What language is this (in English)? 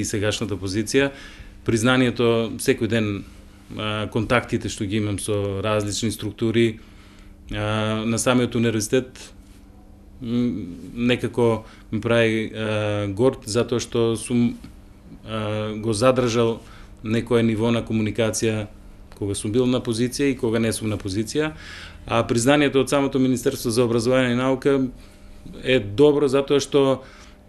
Macedonian